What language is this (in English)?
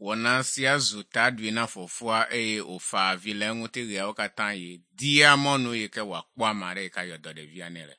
Ewe